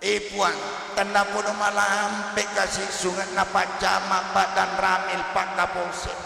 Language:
Buginese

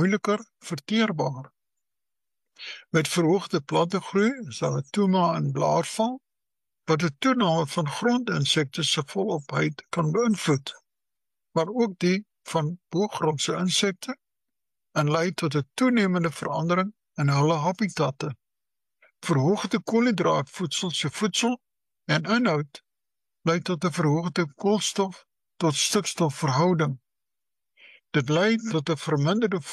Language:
Afrikaans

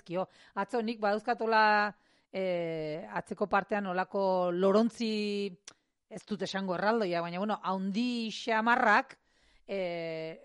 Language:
Basque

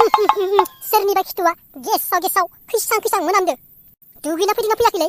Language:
Bodo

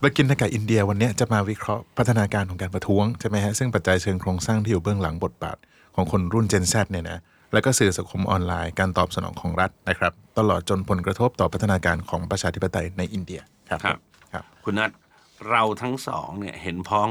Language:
Thai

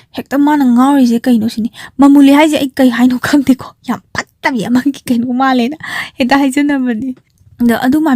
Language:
Manipuri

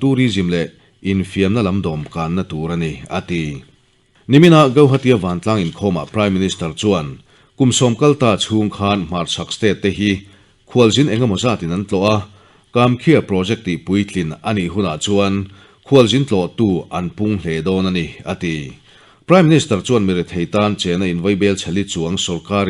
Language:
Mizo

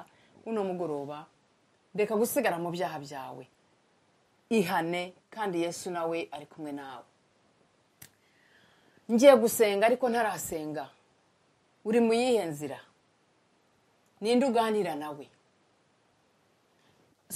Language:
Kinyarwanda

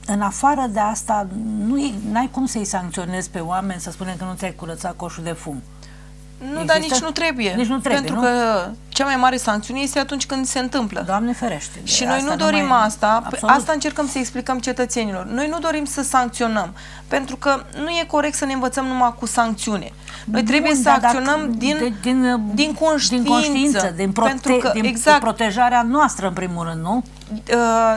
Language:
Romanian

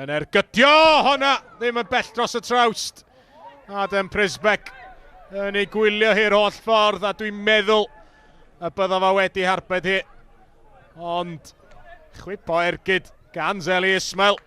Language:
Welsh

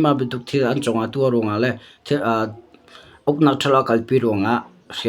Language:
Hakha Chin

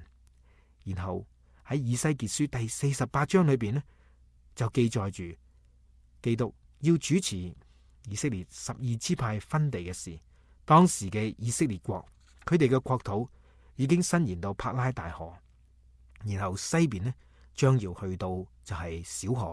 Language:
Cantonese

